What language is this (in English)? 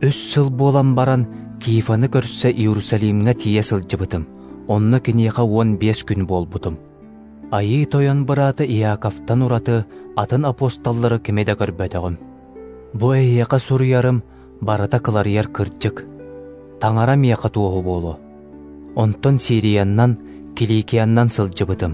Yakut